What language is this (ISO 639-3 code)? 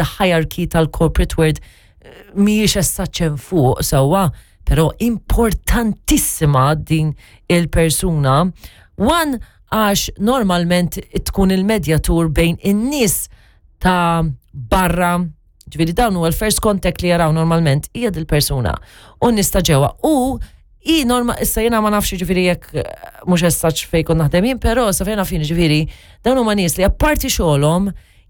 mlt